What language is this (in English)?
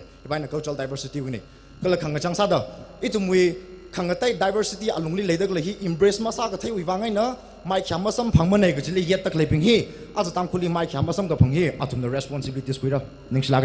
Tangkhul Naga (India)